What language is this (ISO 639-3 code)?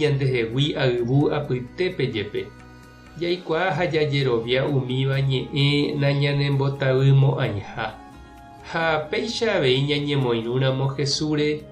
grn